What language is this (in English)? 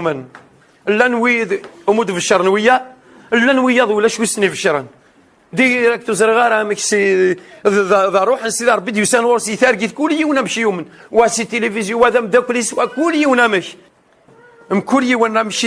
Kabyle